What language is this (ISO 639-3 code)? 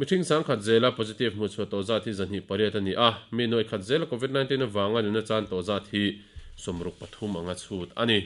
lus